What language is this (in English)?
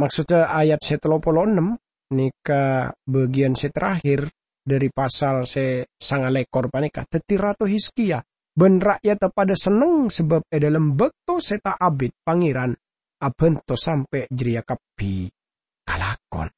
Madurese